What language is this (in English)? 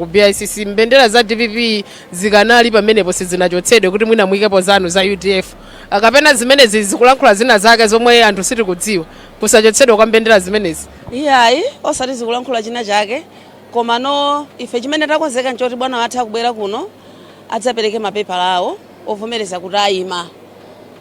Nyanja